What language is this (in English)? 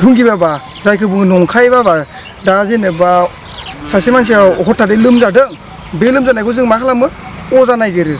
Bodo